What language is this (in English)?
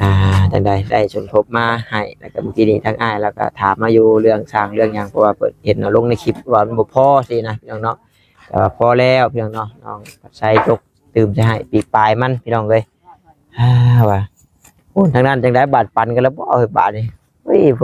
Northeastern Thai